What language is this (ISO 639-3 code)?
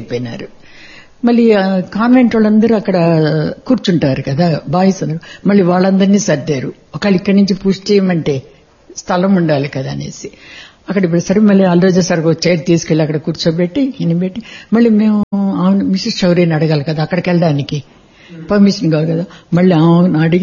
tel